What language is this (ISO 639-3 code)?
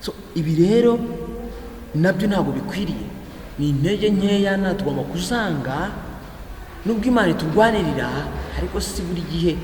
kin